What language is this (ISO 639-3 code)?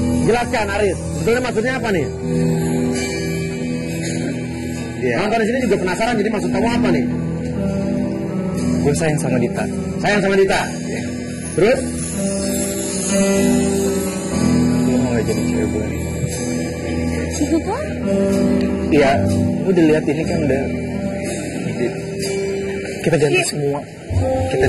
ind